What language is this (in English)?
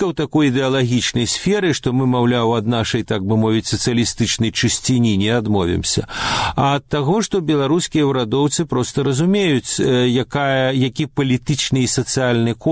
Belarusian